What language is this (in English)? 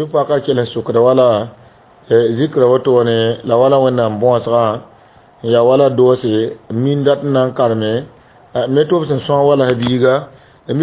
Mossi